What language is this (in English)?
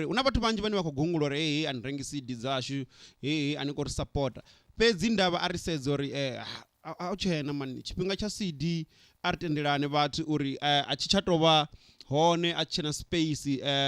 Venda